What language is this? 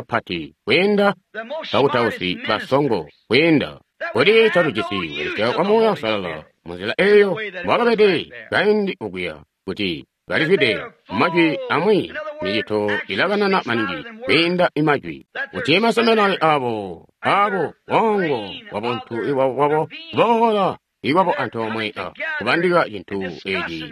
Tonga (Zambia)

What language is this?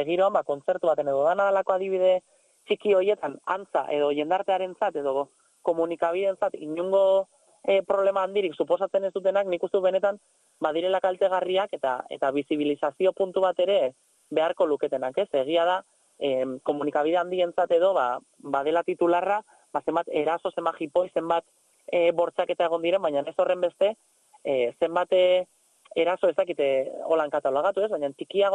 Basque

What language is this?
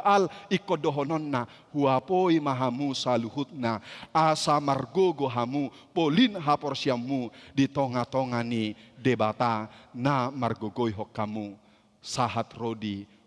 Batak Toba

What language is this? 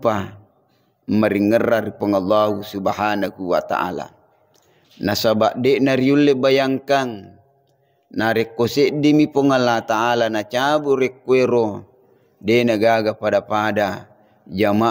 Buginese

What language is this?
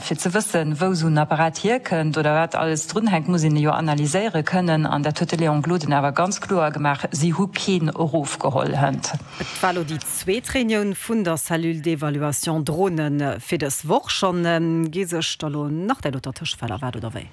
Luxembourgish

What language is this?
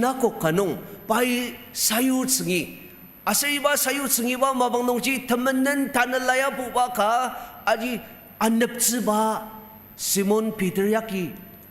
Ao Naga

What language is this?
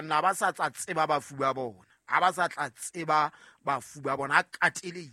Southern Sotho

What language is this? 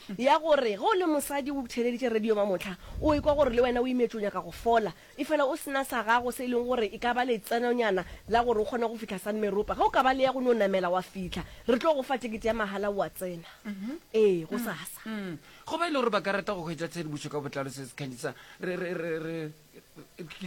Northern Sotho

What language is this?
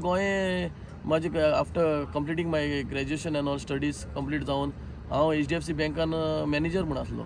Konkani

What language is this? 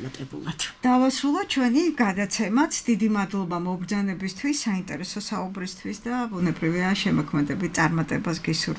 Georgian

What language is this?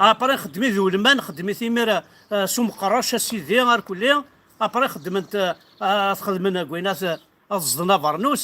Kabyle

